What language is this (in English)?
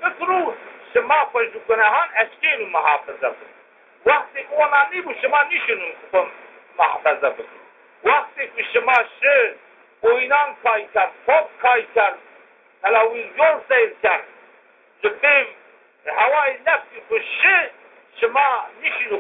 Zaza